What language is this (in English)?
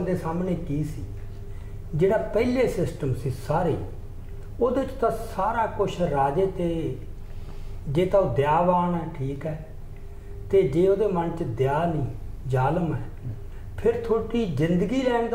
Punjabi